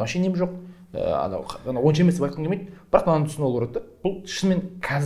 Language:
Kazakh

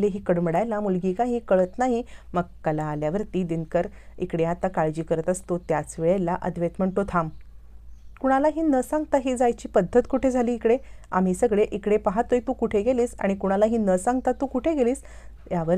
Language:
Marathi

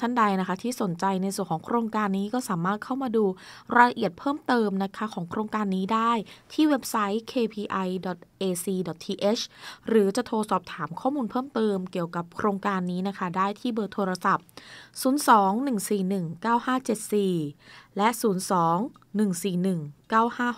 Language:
Thai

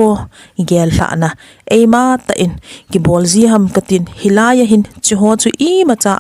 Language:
Thado Chin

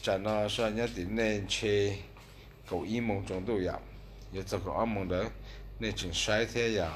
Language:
Hmong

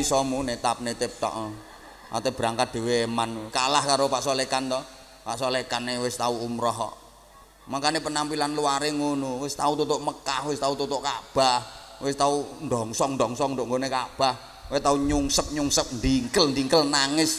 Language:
Javanese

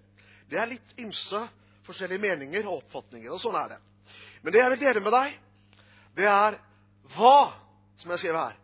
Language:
Norwegian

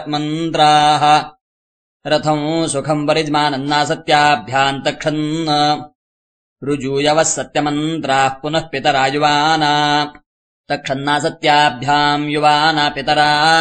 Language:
Sanskrit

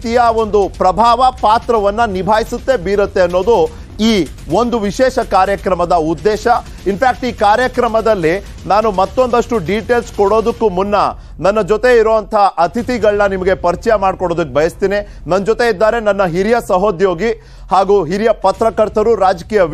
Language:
Kannada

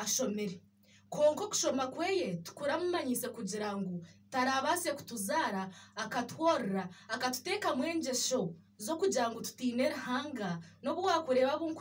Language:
Nyankole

